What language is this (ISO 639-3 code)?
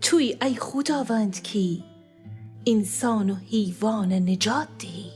glk